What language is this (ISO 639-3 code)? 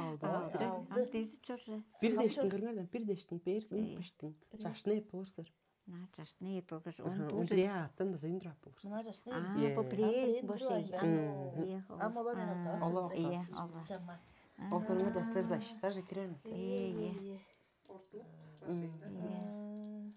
tyv